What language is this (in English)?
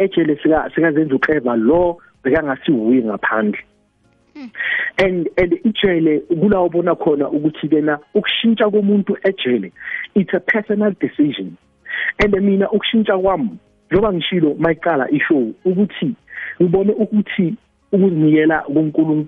South Ndebele